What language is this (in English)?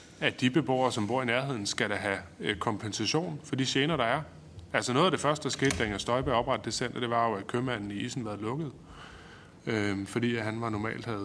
Danish